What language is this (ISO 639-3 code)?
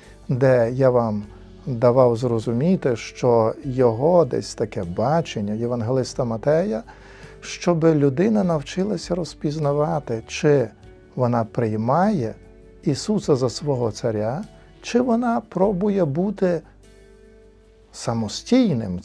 ukr